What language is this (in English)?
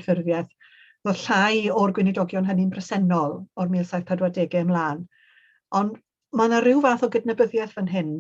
Welsh